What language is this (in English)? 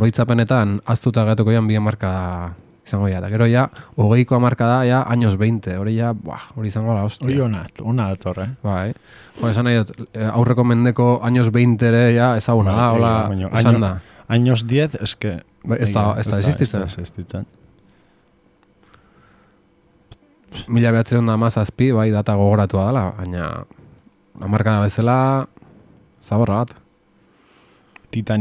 Basque